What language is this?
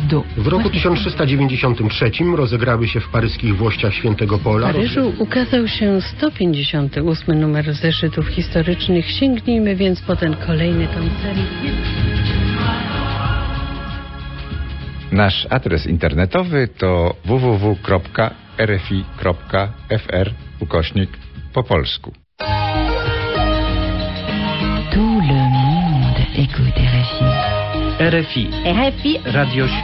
Polish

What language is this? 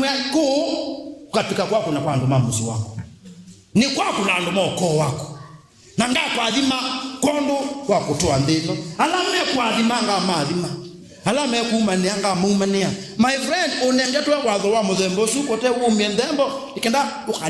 Kamba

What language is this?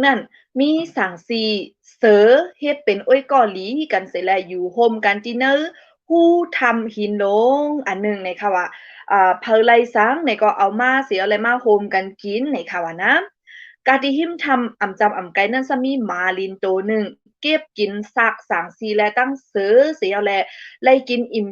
Shan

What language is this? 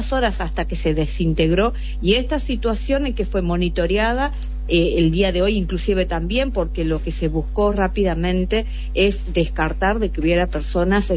Spanish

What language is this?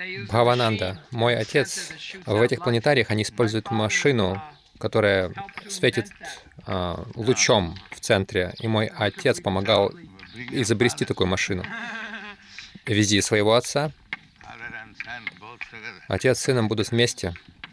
Russian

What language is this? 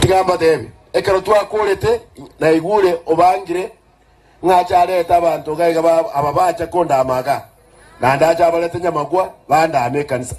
Gusii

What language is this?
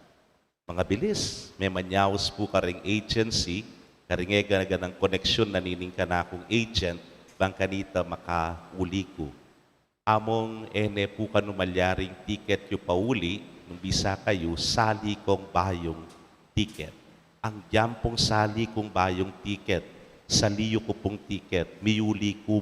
Pampanga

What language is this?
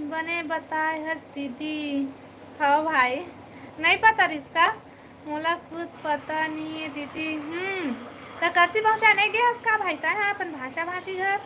Chhattisgarhi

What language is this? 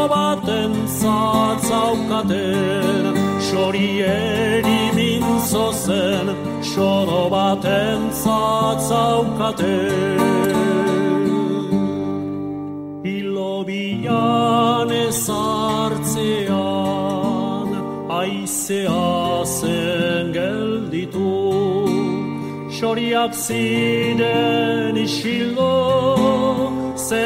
Basque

